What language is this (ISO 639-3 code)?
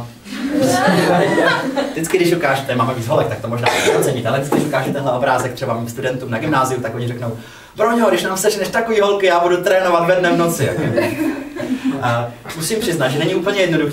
ces